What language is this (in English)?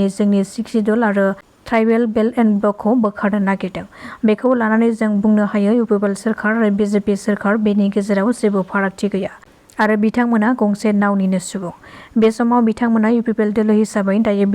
Bodo